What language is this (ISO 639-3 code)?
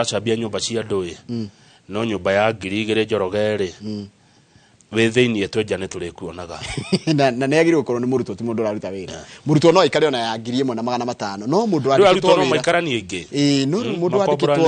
kik